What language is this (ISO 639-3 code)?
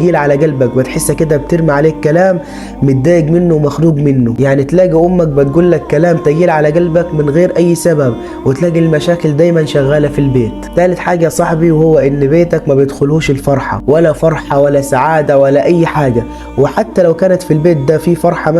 arz